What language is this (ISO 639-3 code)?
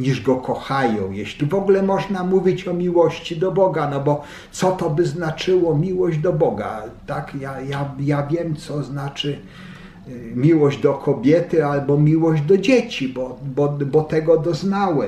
pol